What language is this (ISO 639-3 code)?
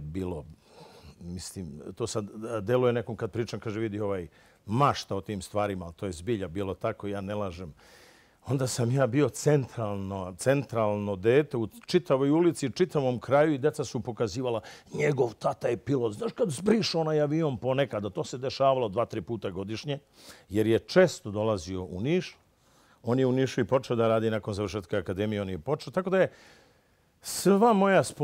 srp